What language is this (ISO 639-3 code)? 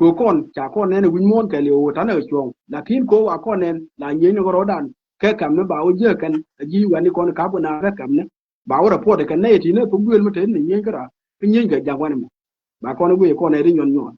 nus